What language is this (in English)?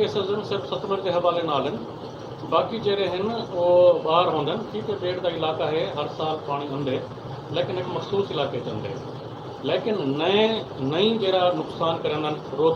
Saraiki